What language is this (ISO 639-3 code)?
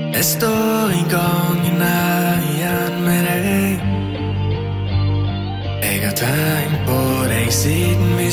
nor